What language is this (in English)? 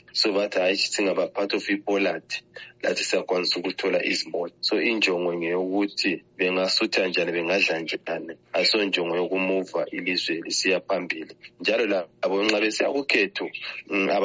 North Ndebele